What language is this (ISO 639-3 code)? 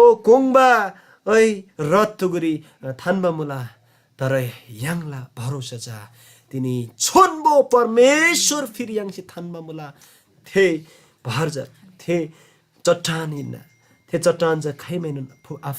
taj